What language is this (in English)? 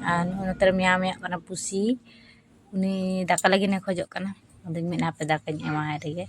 Santali